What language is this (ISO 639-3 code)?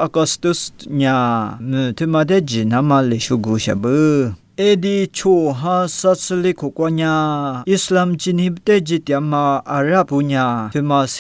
lis